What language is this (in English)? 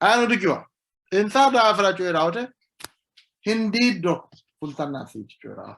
Sidamo